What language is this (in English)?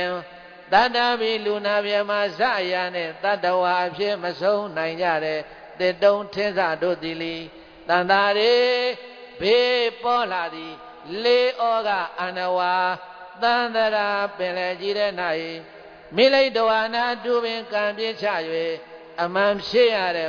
Burmese